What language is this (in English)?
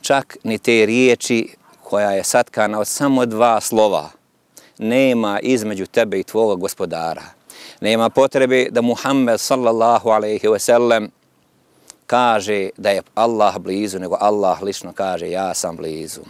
Bosnian